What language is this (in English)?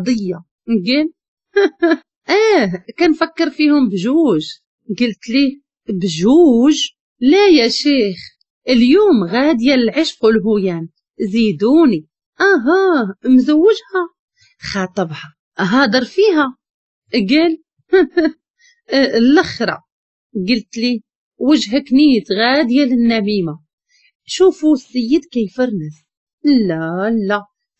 Moroccan Arabic